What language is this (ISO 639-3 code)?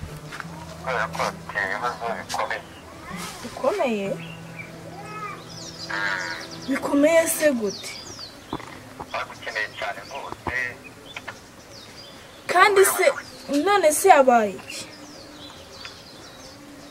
kin